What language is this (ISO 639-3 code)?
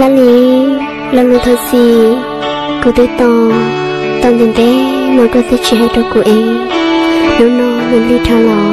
hmn